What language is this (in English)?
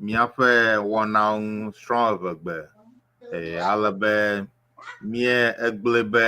Ewe